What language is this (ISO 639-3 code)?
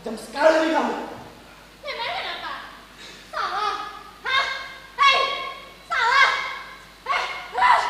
bjn